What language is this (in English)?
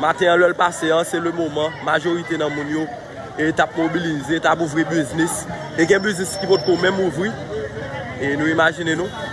Haitian Creole